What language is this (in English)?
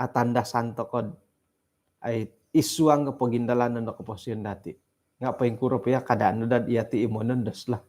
Central Dusun